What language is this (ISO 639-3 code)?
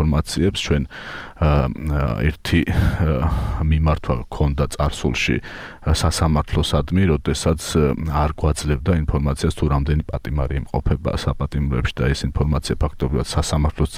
kat